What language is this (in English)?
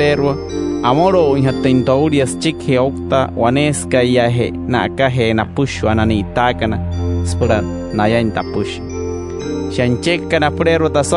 Wayuu